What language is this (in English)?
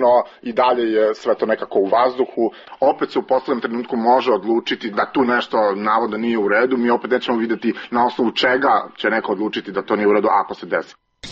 Serbian